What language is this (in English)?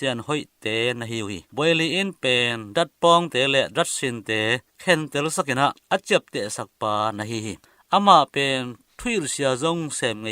Tedim Chin